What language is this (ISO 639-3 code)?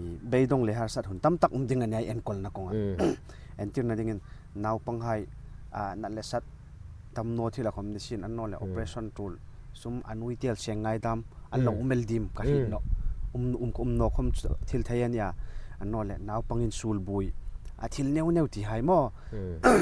hmr